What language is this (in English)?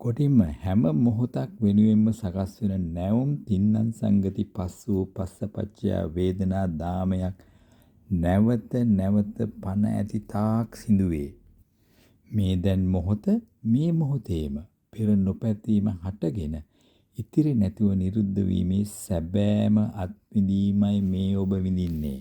Sinhala